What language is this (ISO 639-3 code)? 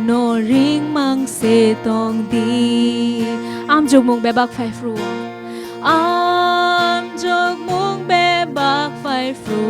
trp